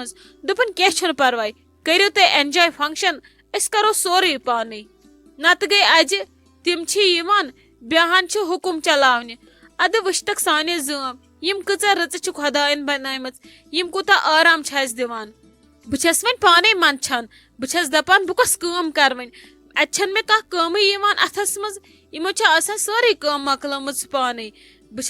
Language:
Kashmiri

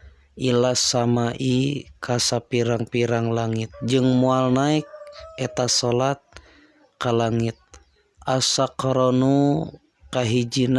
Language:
Sundanese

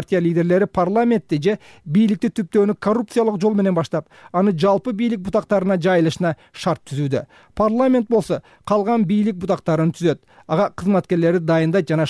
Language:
Kyrgyz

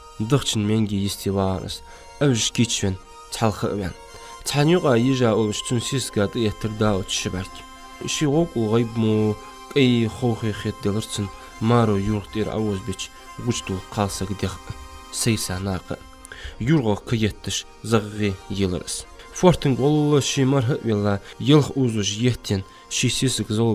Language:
Ingush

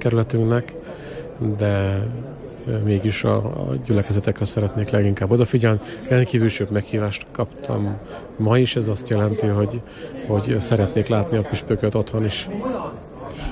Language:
Hungarian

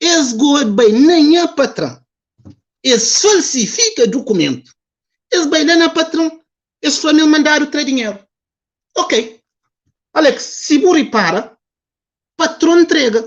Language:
Kabuverdianu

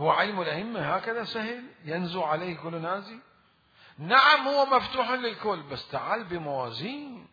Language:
Mesopotamian Arabic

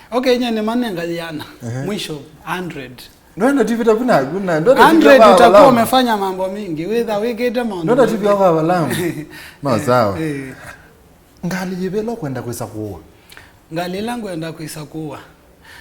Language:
Kamba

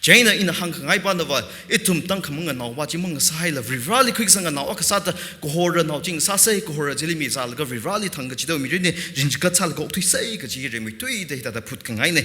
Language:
Tangkhul Naga (India)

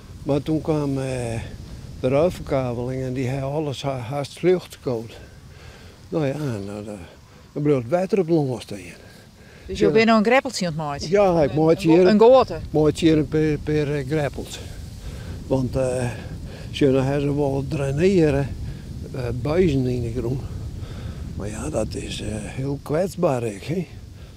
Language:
Western Frisian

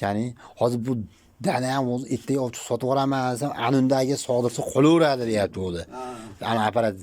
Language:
Uzbek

